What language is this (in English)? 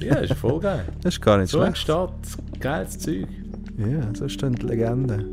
Swiss German